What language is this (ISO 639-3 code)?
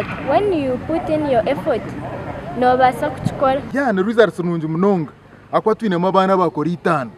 nyn